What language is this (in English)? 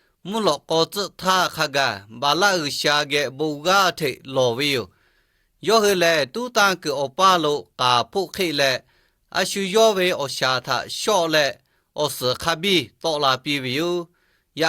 Lahu